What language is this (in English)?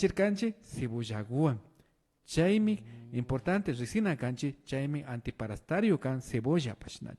Imbabura Highland Quichua